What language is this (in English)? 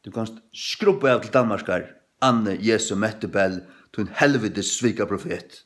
Faroese